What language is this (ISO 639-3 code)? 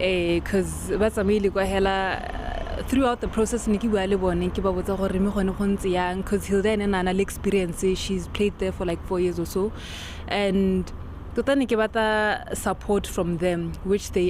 tsn